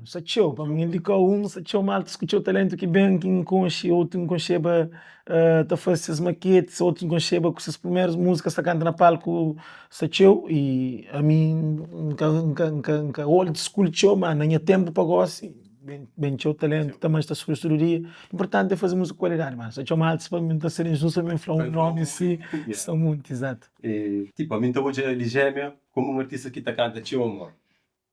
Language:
Kabuverdianu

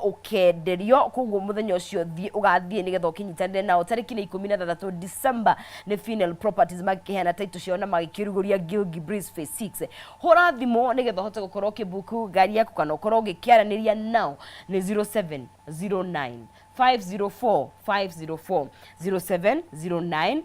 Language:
Kikuyu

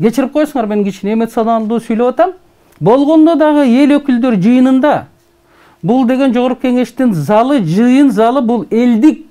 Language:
Kyrgyz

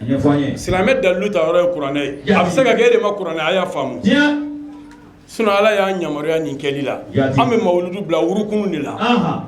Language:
Bambara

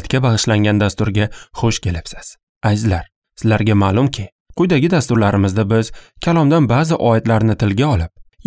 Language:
Uzbek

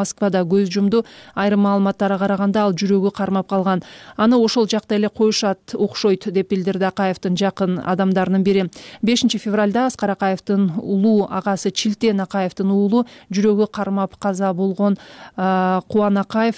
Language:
Kyrgyz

